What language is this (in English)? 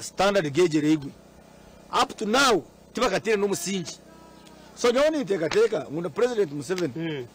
Nyankole